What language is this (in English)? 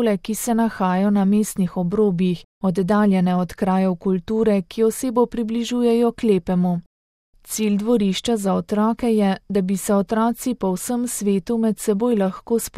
Slovenian